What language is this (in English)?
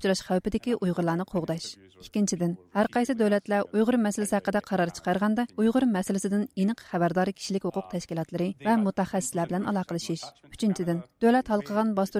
Uyghur